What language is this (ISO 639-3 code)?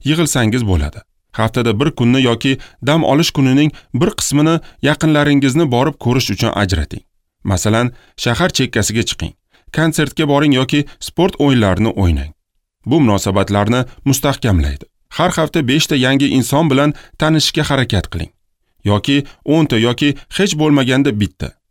uzb